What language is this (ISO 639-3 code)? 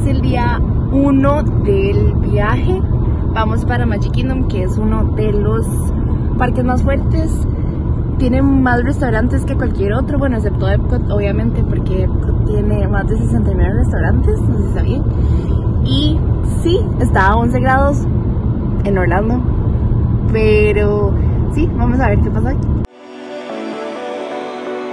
spa